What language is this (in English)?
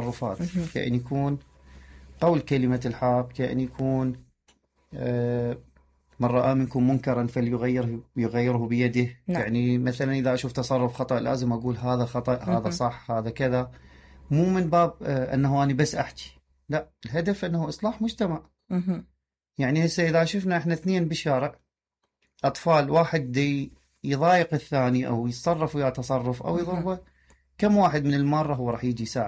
Mesopotamian Arabic